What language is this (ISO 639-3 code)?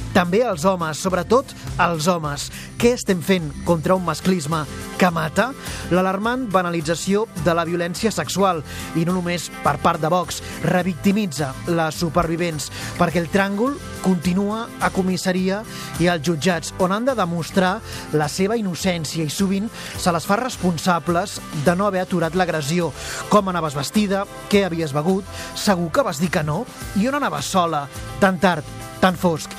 cat